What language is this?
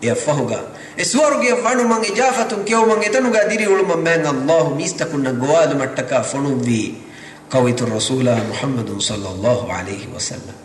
Divehi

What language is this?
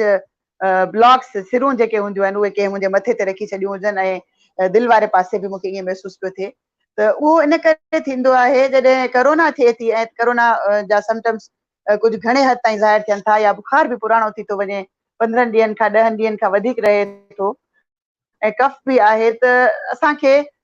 Sindhi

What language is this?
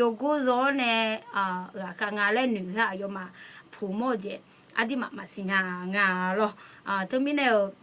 Akha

